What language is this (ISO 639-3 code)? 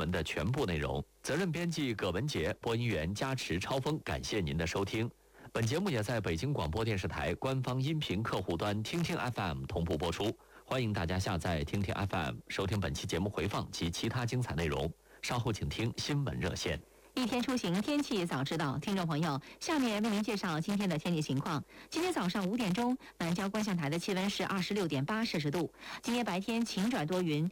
zho